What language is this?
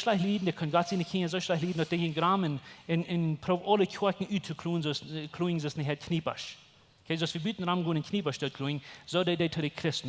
Plautdietsch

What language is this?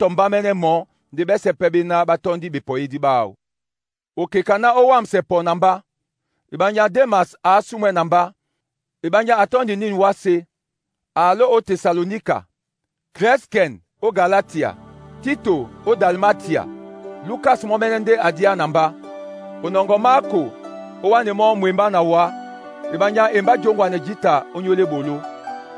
Duala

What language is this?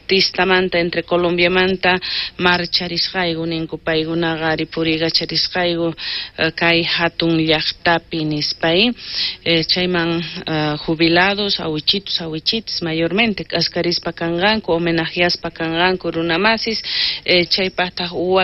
South Bolivian Quechua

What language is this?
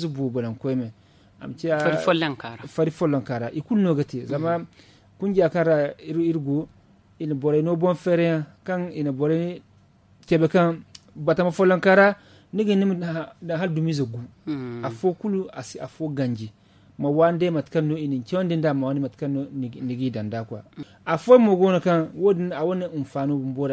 Zarma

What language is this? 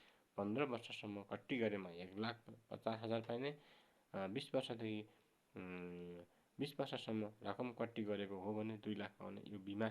Nepali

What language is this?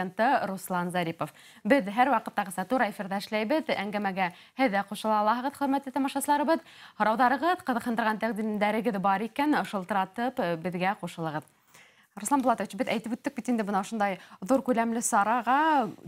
Bashkir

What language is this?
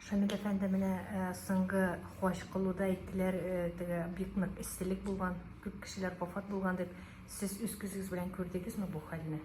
Tatar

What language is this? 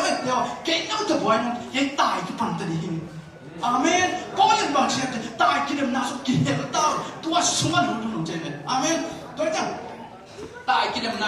Tedim Chin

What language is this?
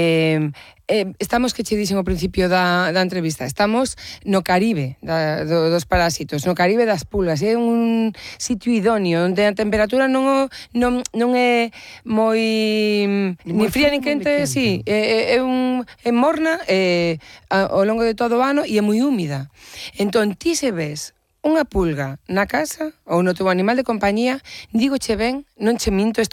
Galician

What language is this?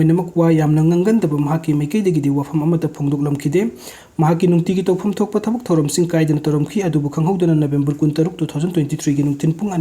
Manipuri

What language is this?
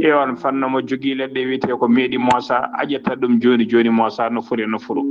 Fula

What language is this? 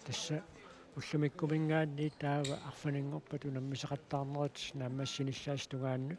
Kalaallisut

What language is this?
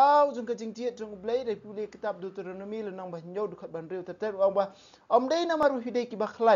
Khasi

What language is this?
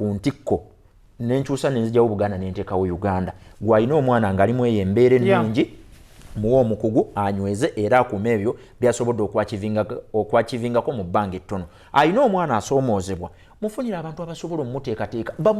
Ganda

